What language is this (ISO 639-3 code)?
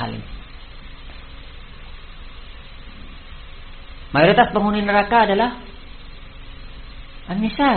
ind